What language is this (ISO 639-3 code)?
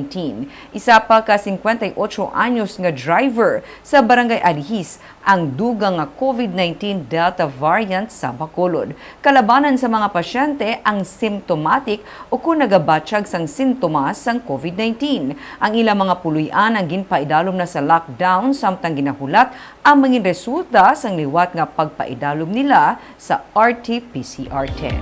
hil